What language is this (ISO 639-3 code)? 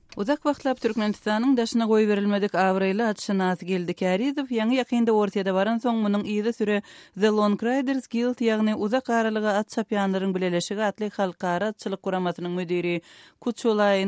tuk